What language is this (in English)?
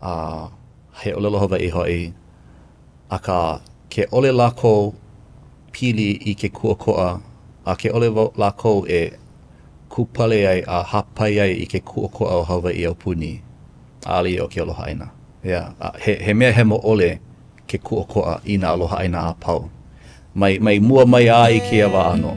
Hawaiian